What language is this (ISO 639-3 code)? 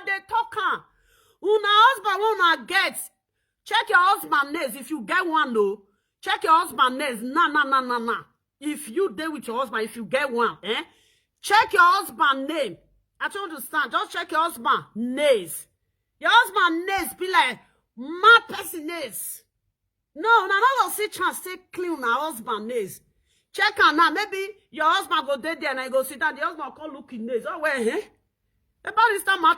pcm